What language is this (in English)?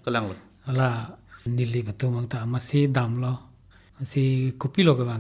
Karbi